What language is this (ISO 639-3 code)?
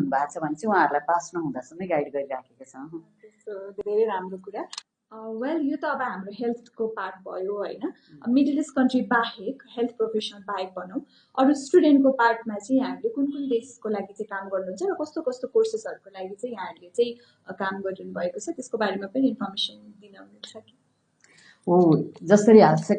nep